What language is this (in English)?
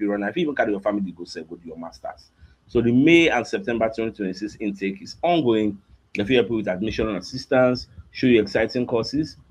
Nigerian Pidgin